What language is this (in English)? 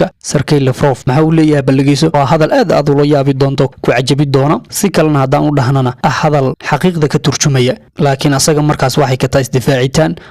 Somali